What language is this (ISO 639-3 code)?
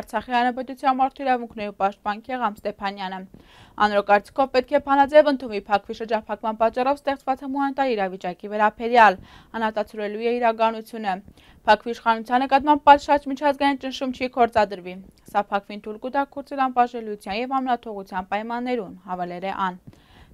hye